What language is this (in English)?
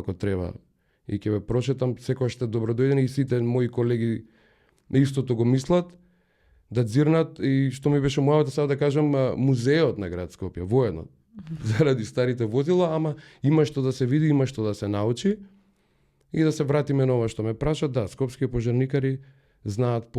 Macedonian